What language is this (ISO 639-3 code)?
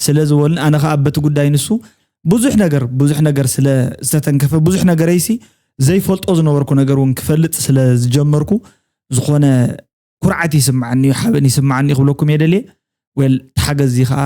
tir